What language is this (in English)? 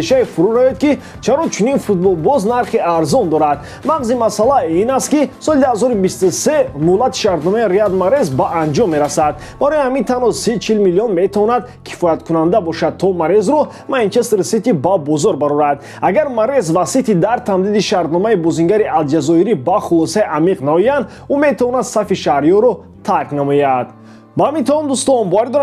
Tajik